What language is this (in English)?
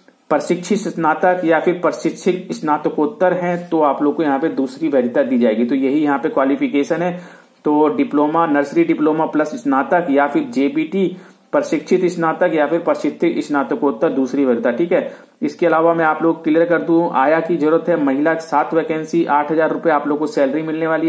Hindi